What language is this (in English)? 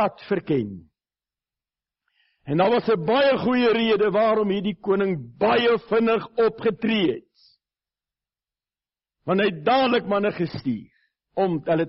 Afrikaans